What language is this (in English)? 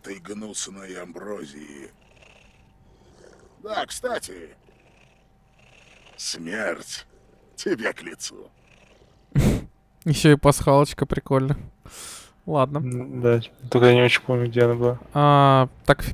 Russian